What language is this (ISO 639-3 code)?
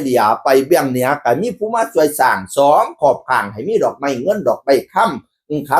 tts